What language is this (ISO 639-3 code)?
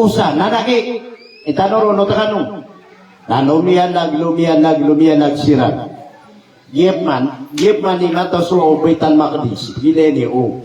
mrw